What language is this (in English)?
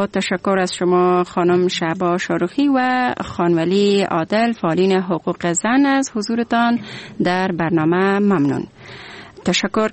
Persian